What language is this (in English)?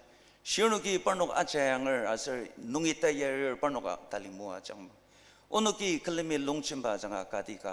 Ao Naga